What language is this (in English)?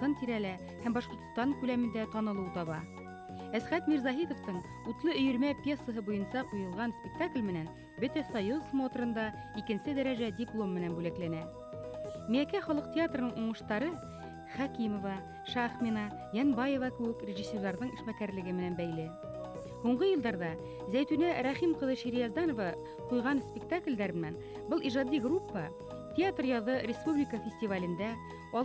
Bashkir